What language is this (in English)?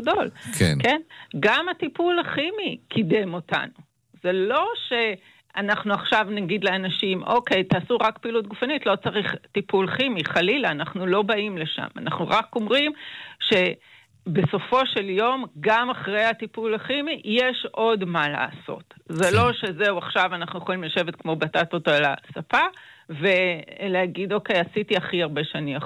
Hebrew